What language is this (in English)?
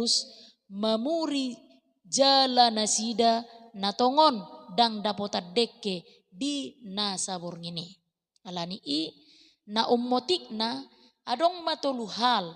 Batak Toba